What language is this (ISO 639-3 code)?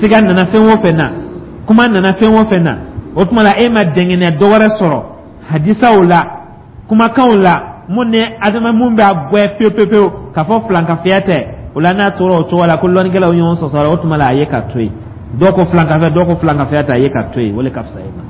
dyu